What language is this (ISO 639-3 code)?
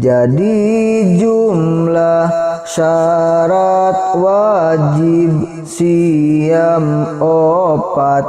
sun